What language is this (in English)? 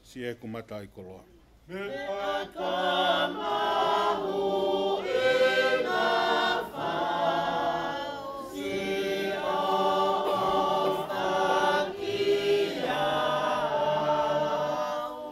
Tongan